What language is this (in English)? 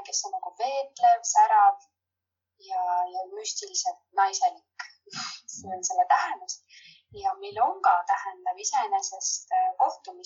Estonian